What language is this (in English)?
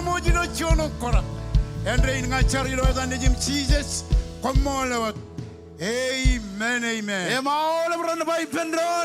Marshallese